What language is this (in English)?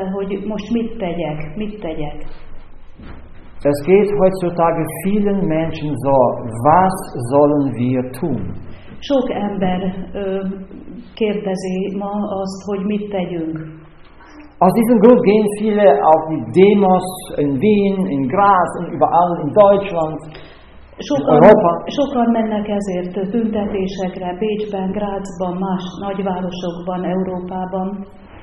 Hungarian